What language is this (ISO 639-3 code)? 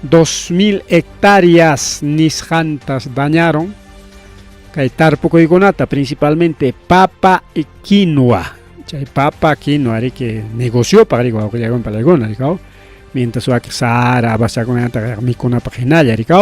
quy